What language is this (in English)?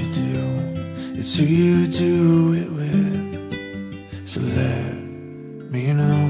English